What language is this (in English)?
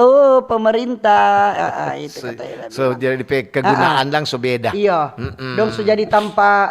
Manado Malay